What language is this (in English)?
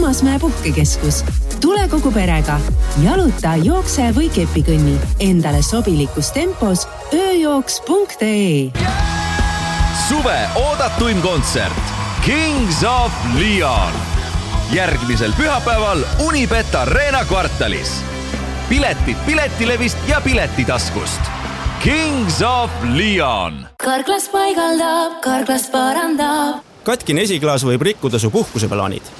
Estonian